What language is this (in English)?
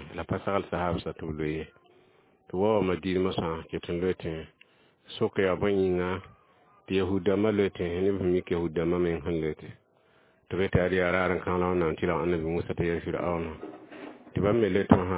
Mossi